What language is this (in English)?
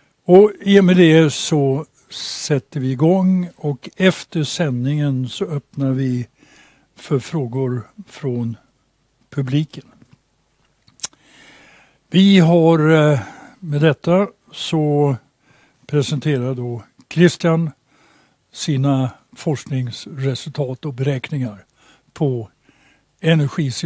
Swedish